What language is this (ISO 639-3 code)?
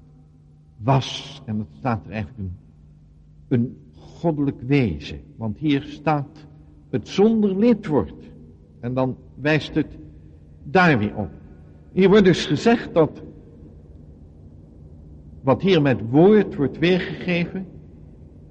nld